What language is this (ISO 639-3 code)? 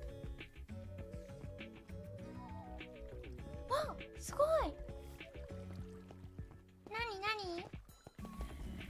jpn